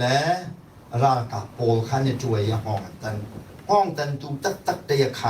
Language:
Hakha Chin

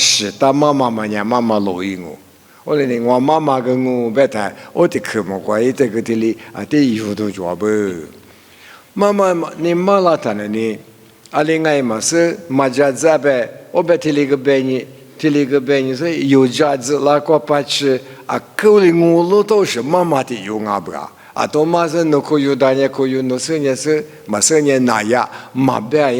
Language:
Lisu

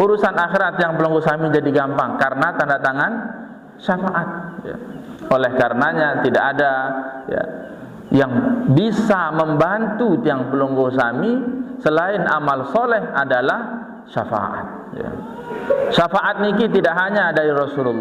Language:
Sasak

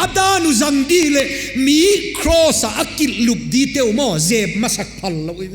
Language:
Paite Chin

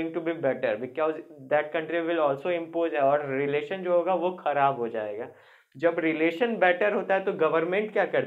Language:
Hindi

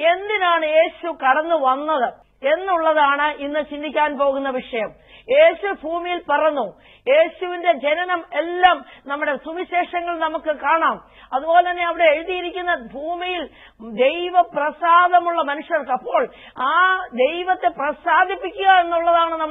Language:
Malayalam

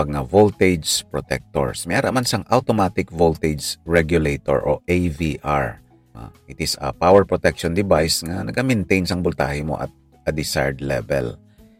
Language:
Hiligaynon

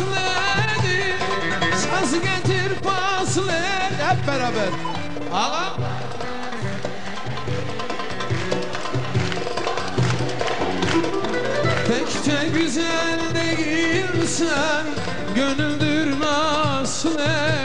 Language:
Turkish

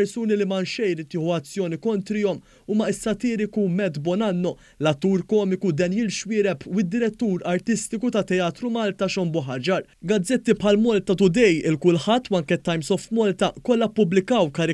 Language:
Maltese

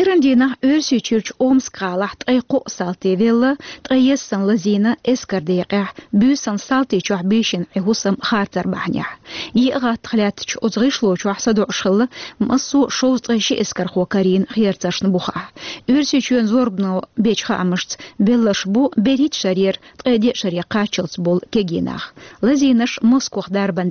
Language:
Chechen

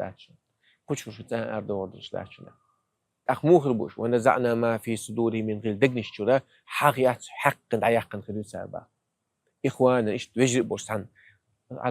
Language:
Chechen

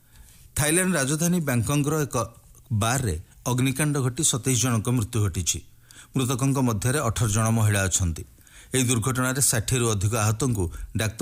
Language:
Odia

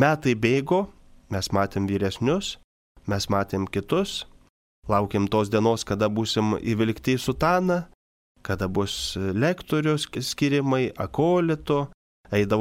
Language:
Lithuanian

